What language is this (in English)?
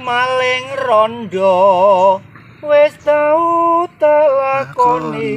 Javanese